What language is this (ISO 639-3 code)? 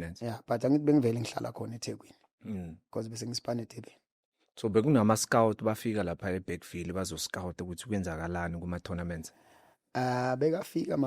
zul